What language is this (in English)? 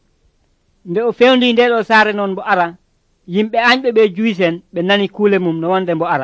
Nigerian Fulfulde